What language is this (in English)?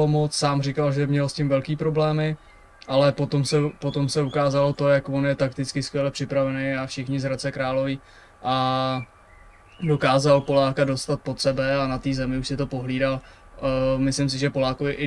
Czech